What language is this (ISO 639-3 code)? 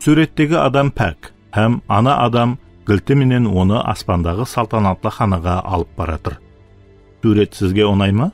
kaa